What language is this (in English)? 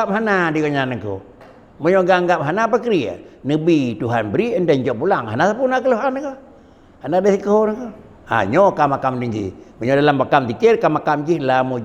Achinese